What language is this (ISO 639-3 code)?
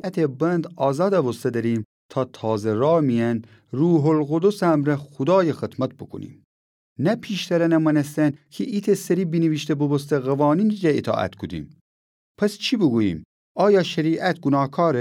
glk